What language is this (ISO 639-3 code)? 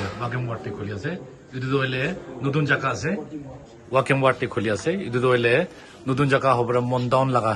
nag